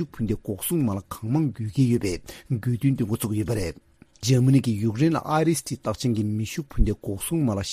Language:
Tibetan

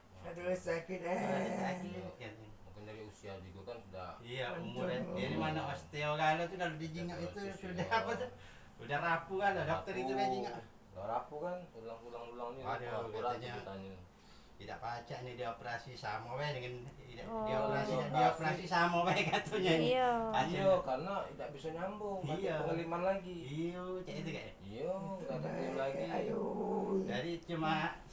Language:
Musi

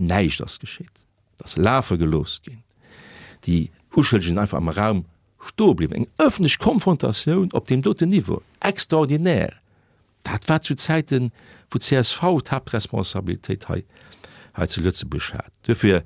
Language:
Luxembourgish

